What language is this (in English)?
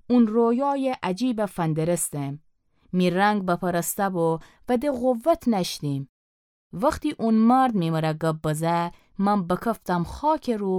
Gilaki